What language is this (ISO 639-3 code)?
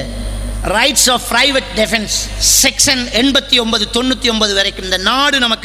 tam